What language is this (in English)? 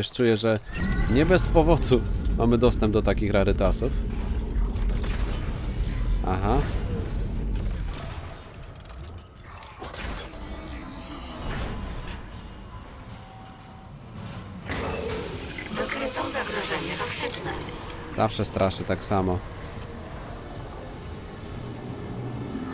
Polish